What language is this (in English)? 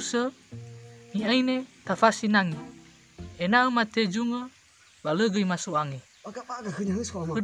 Nias